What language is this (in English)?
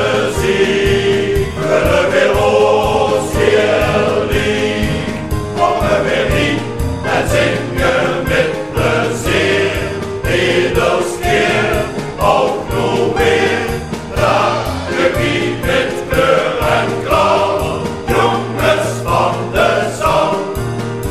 Dutch